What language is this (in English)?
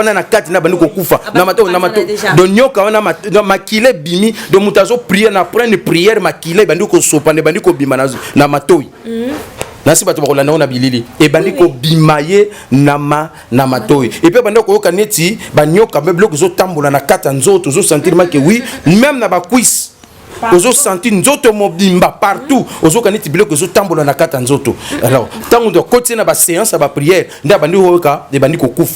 Lingala